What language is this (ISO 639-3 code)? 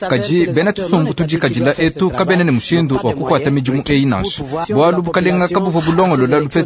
lua